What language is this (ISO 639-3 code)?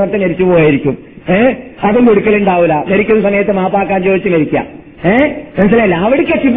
mal